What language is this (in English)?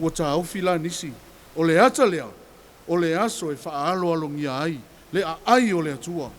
Samoan